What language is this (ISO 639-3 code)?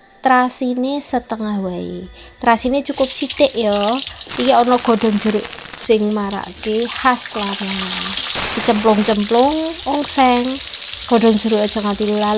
jav